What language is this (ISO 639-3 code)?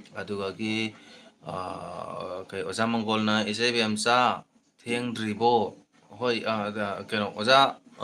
mni